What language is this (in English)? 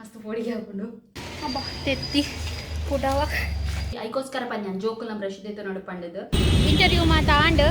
Tulu